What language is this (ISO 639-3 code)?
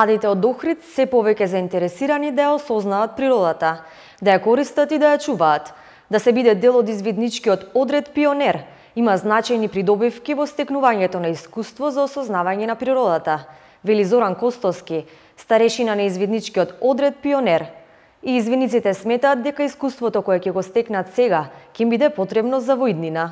mkd